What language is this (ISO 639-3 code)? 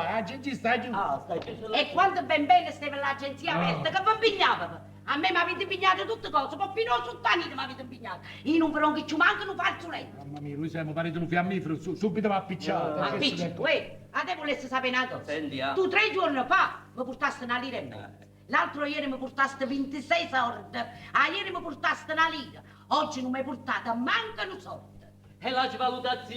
nap